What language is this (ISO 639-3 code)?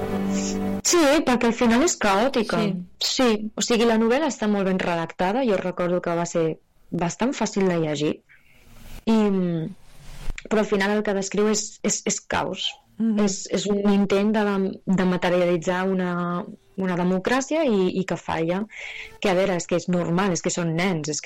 cat